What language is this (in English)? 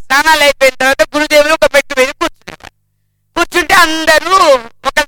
Telugu